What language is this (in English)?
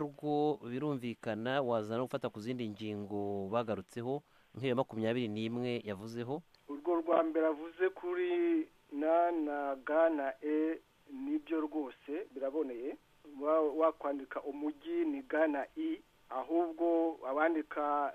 Kinyarwanda